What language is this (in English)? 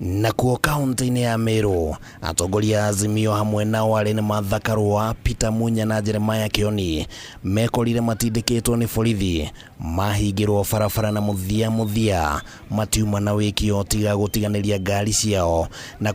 Kikuyu